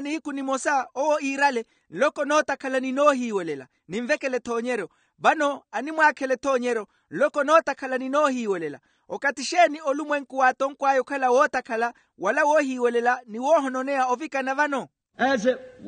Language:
Makhuwa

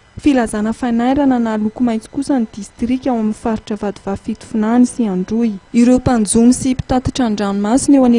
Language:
Malagasy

